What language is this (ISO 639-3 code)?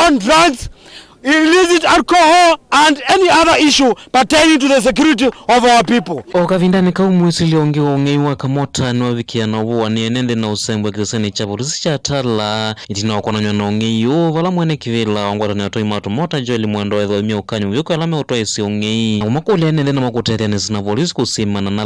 kam